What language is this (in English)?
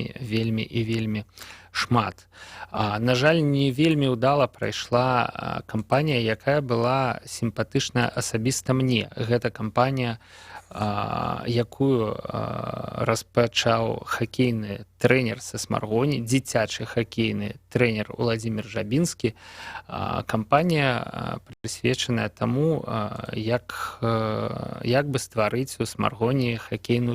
Belarusian